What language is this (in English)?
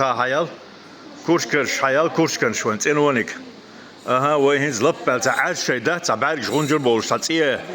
Chechen